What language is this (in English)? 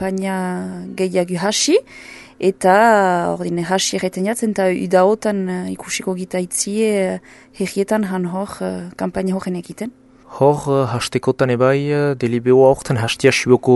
Basque